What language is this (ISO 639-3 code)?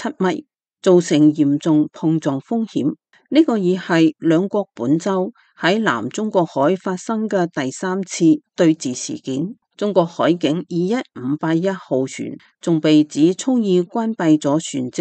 yue